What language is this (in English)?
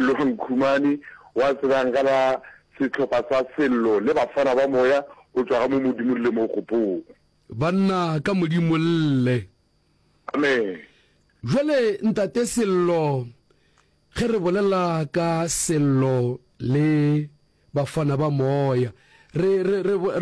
Northern Sotho